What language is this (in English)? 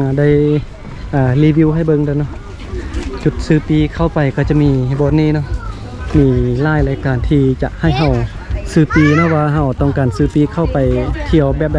Lao